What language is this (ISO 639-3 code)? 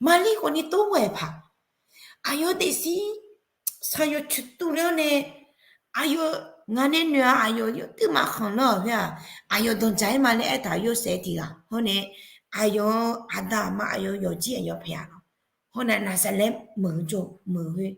ahk